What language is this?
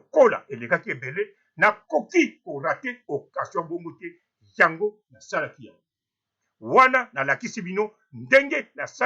Lingala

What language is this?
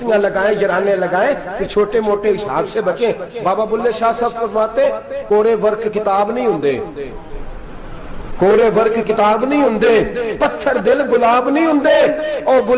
Urdu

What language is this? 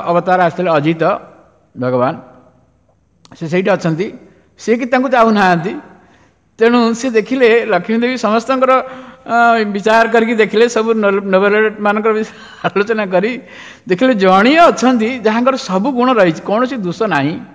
Odia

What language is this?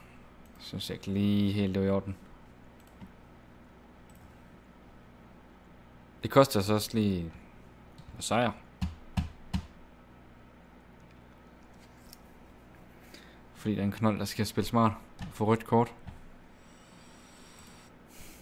Danish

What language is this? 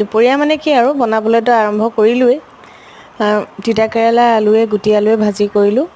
Assamese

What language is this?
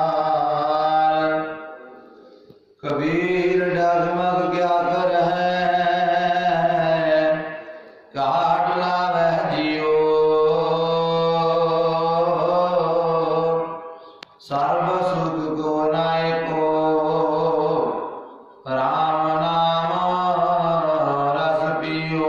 Punjabi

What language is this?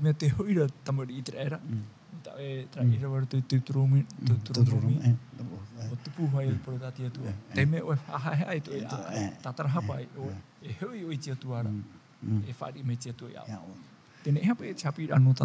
Tahitian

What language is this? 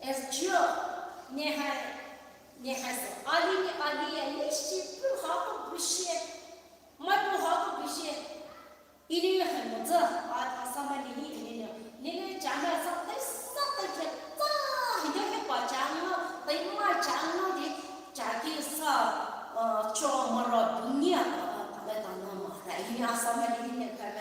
Poumei Naga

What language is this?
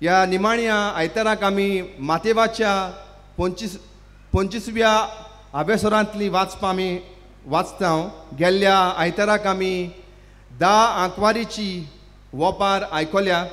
Konkani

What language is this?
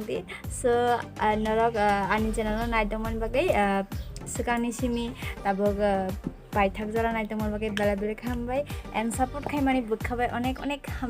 Kok Borok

